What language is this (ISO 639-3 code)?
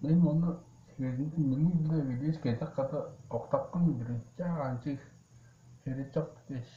tyv